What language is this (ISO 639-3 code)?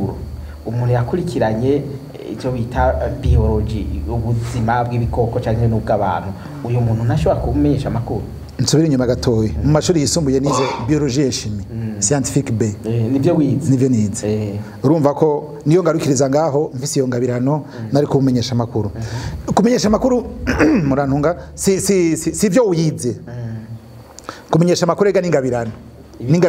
run